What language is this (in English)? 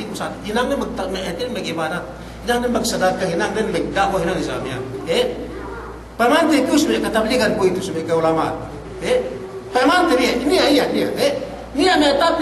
Yakan